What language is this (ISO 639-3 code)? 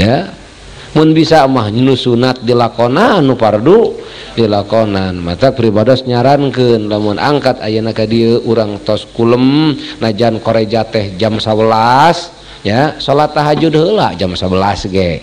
sun